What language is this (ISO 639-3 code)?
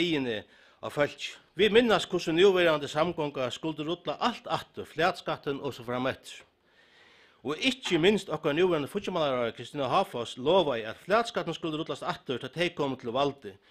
fao